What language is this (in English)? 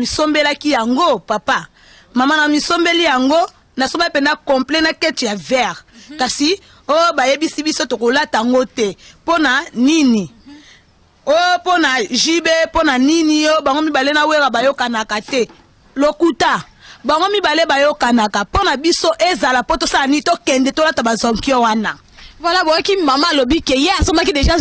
Lingala